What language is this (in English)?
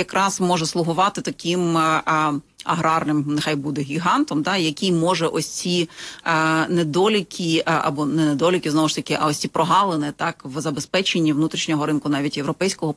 Ukrainian